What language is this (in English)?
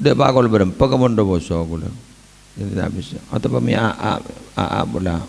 Madurese